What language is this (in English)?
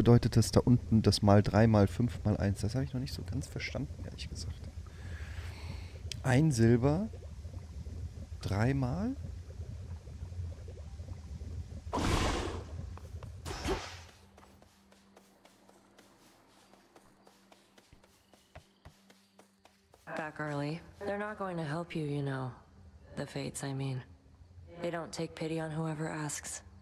German